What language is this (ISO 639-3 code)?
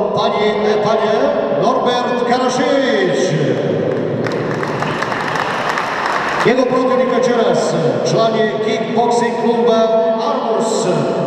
hrv